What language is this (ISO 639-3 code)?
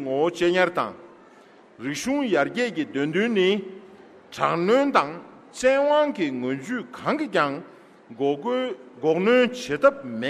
bod